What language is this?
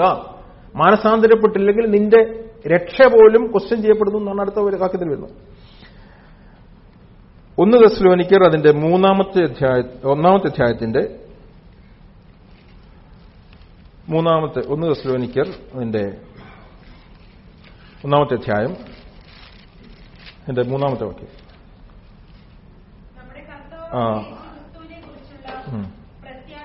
Malayalam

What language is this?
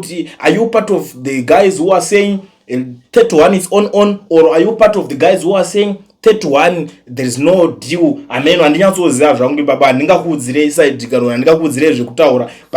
Shona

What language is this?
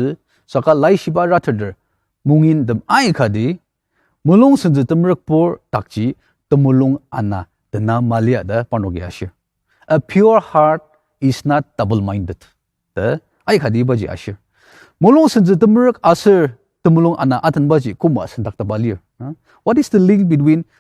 Ao Naga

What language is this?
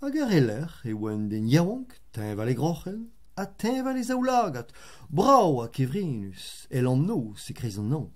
Breton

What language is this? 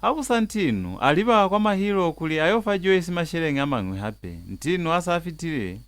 Lozi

